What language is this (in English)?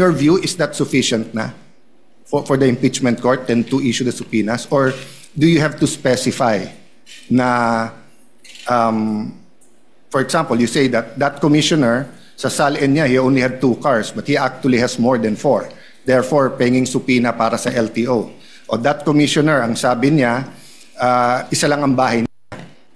Filipino